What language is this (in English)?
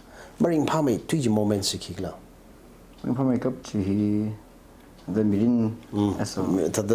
Tangkhul Naga (India)